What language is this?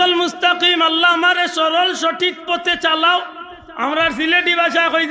Sylheti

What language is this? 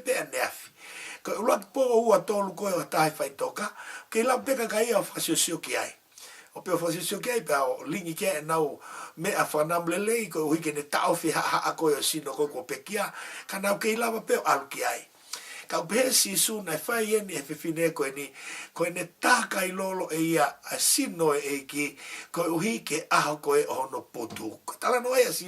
Tongan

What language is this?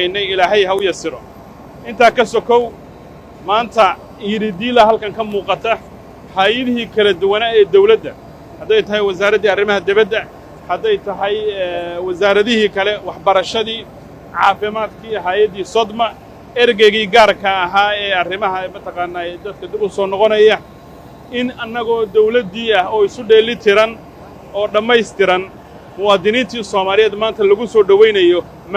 Somali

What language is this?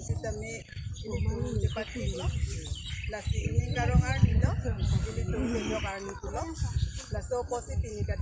Karbi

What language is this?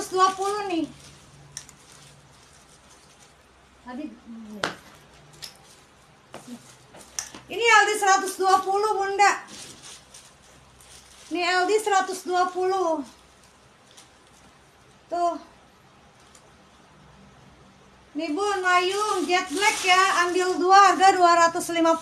Indonesian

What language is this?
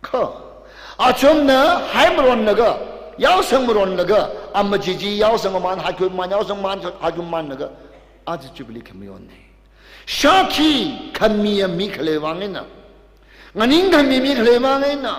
Tangkhul Naga (India)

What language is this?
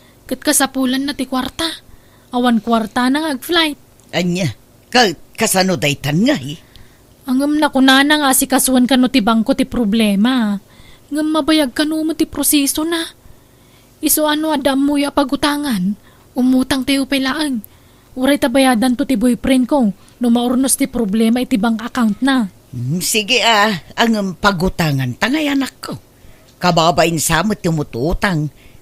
Iloko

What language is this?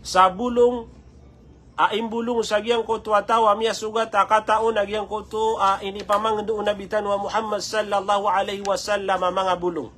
Maranao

